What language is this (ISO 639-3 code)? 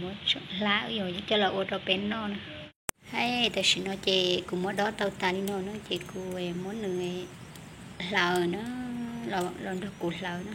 hmn